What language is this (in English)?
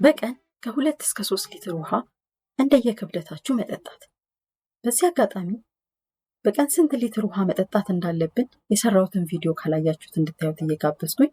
Amharic